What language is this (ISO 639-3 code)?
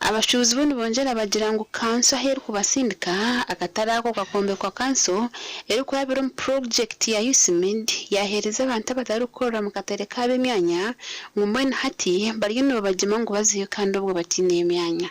nyn